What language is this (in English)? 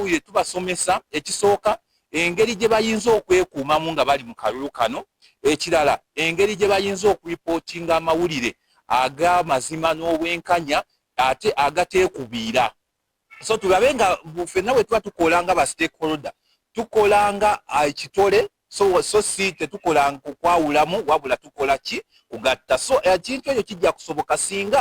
Ganda